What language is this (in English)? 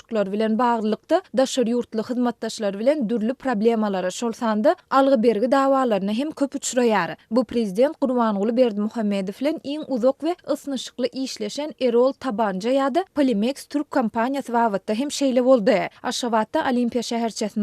Turkmen